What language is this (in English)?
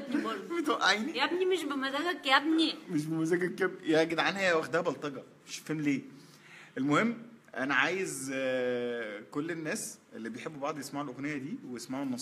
Egyptian Arabic